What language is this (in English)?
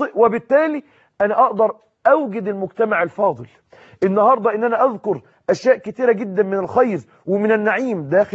Egyptian Arabic